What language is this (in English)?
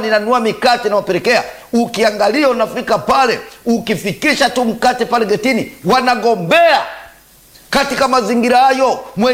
Swahili